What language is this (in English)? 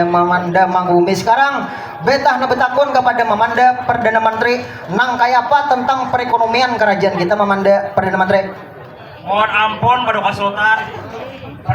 Banjar